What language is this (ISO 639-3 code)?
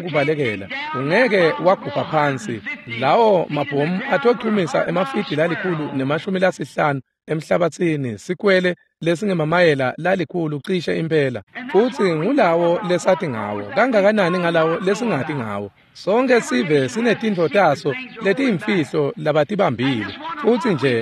ssw